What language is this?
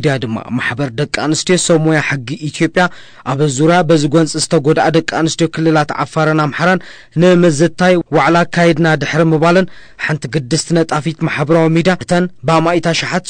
Tigrinya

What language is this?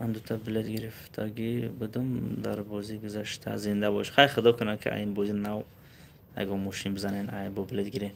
Tajik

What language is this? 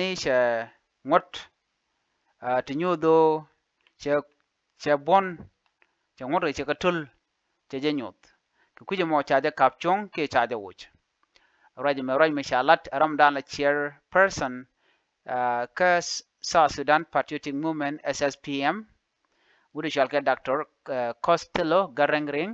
Nuer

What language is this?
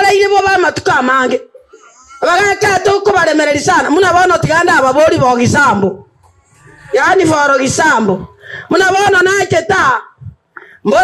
Gusii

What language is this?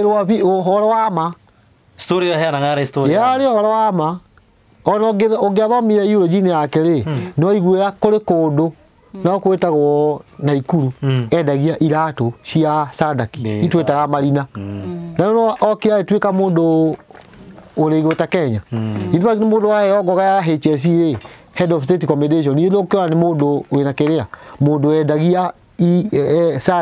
Kikuyu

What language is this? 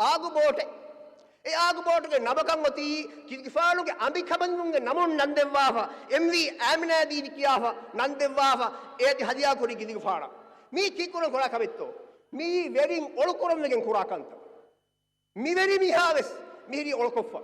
Divehi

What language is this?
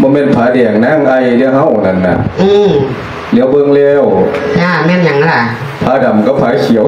Lao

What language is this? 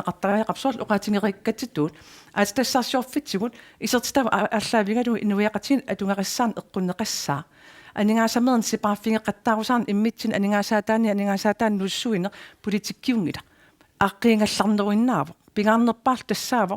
Kalaallisut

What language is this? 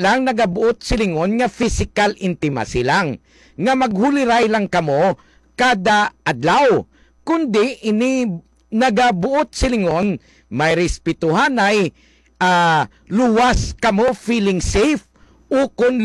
Hiligaynon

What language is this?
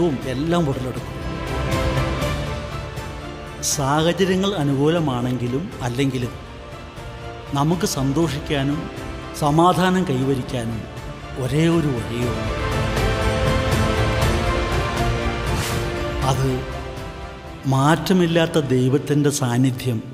Malayalam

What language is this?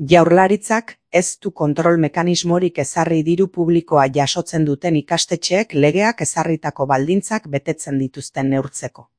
Basque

